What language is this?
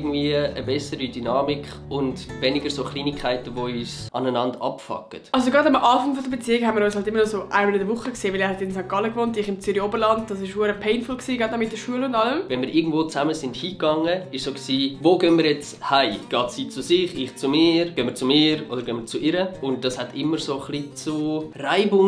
Swiss German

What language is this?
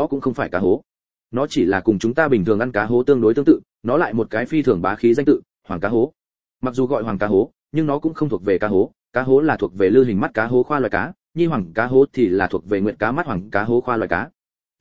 Vietnamese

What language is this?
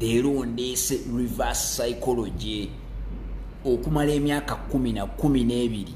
Ganda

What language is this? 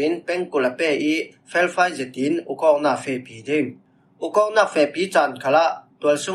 Falam Chin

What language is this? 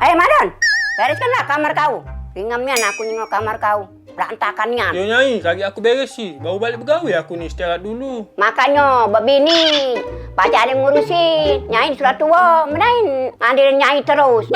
Musi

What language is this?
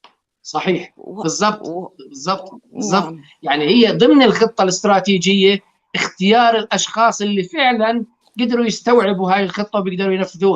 North Levantine Arabic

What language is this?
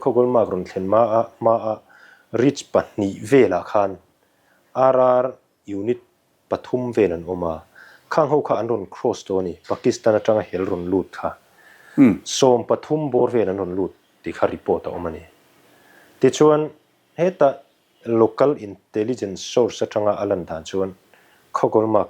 Mizo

